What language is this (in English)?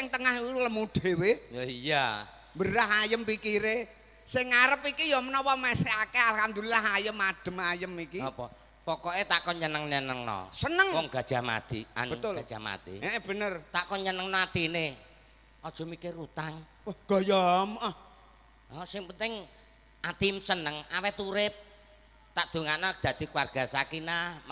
Javanese